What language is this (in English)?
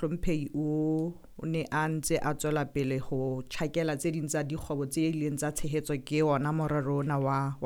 Southern Sotho